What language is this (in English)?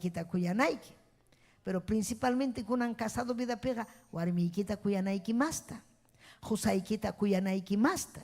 Ayacucho Quechua